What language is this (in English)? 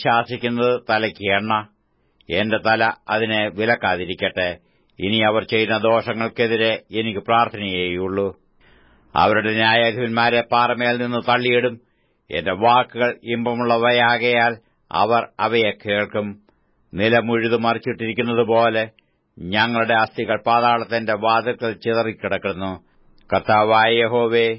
Malayalam